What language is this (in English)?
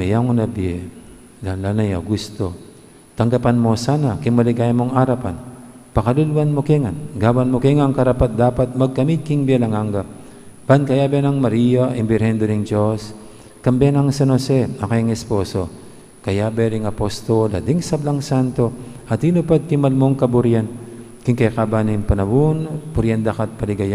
Pampanga